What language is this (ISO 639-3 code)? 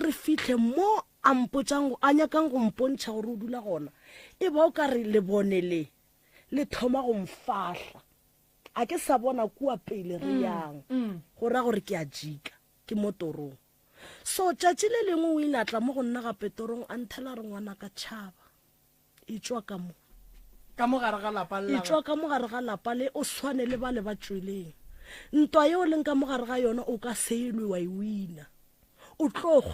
nso